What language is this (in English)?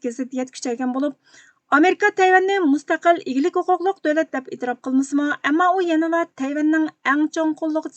Uyghur